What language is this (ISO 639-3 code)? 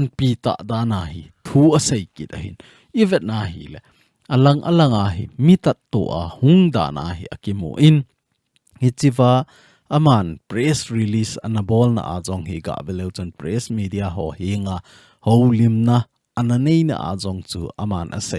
tcz